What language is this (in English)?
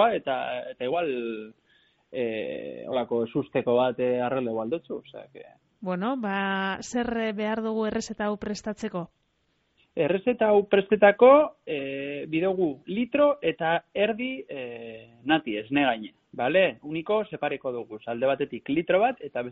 Basque